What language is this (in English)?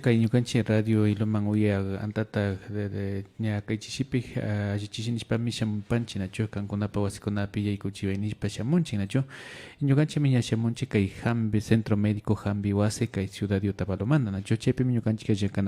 Imbabura Highland Quichua